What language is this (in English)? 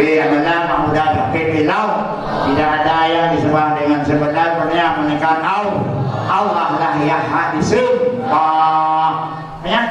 Achinese